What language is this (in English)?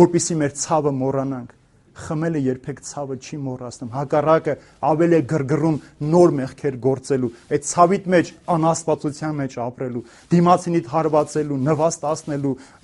Armenian